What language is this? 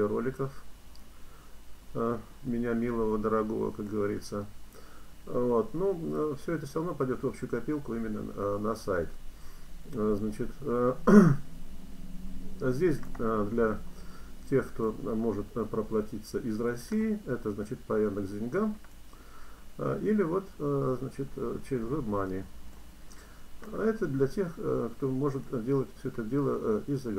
Russian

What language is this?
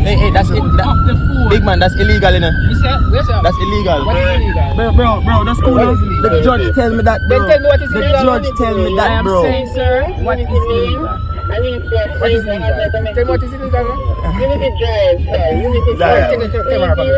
Jamaican Creole English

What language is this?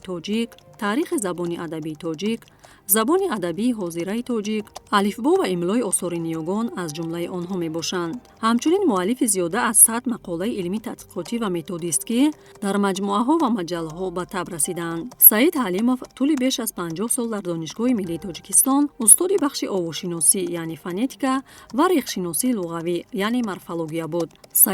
Tajik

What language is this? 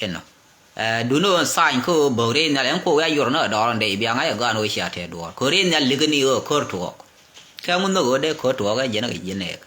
Nuer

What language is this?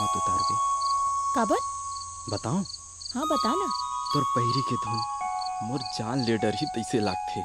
Chhattisgarhi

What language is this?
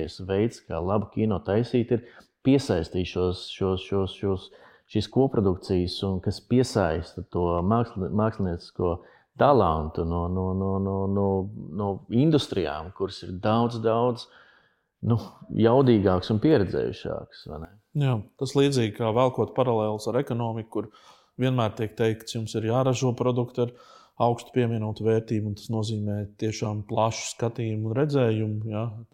Latvian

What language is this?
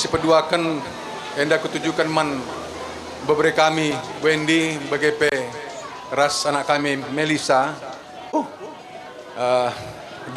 Batak Karo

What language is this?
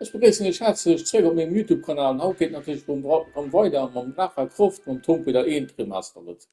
Luxembourgish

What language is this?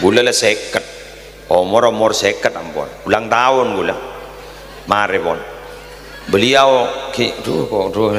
Madurese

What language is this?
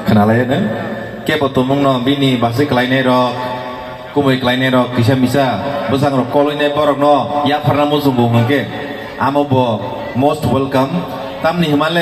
Kok Borok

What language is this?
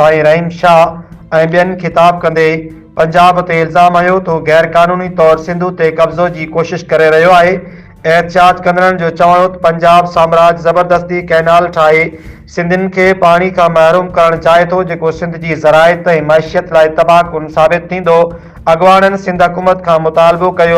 Sindhi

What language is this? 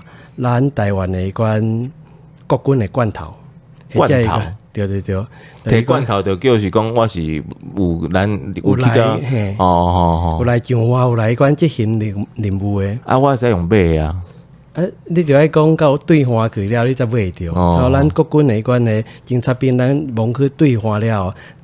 Min Nan Chinese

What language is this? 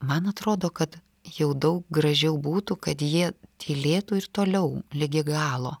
Lithuanian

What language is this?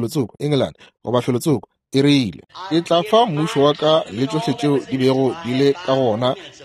Northern Sotho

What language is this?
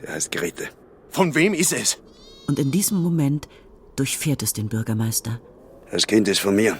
Swiss German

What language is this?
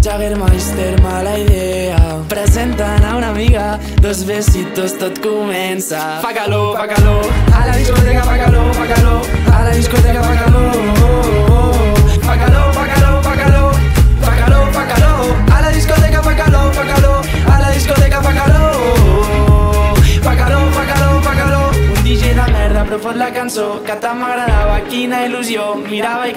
Catalan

